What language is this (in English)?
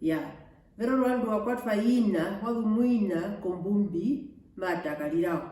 Herero